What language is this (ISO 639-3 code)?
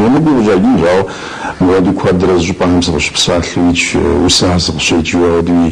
kbd